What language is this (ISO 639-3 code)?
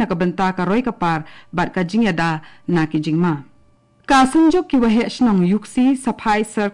kha